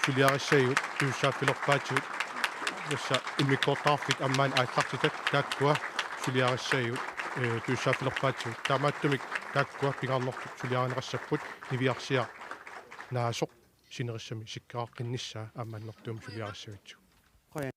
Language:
Kalaallisut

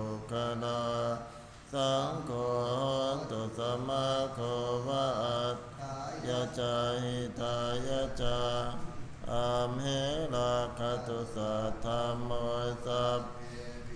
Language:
Pali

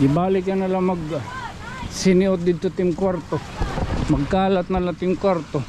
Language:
Waray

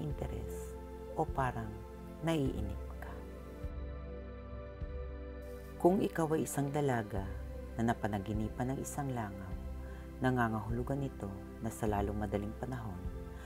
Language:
Filipino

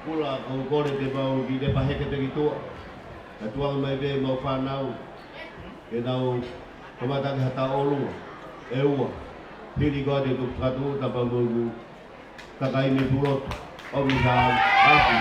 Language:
Tongan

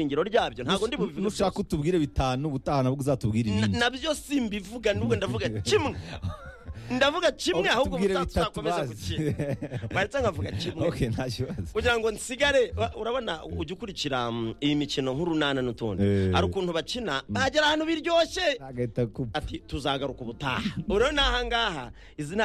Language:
Kinyarwanda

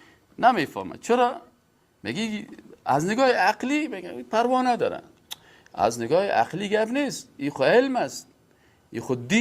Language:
Persian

